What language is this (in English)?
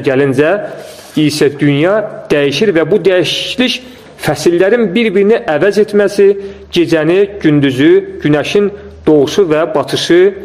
Azerbaijani